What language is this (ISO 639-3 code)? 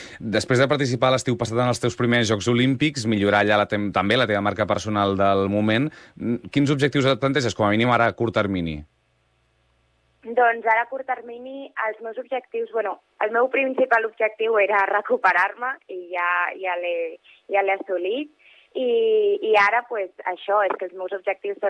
cat